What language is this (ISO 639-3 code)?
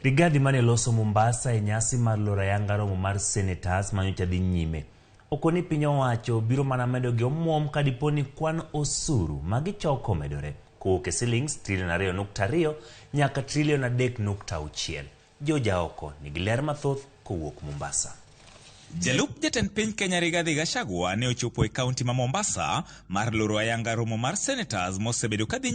luo